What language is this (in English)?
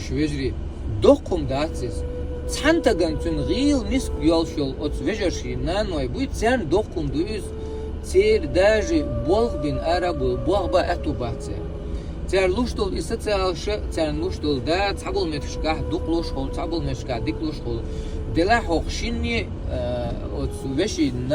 Chechen